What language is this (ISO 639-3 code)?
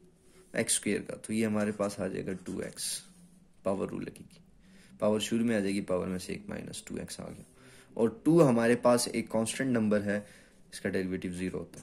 hin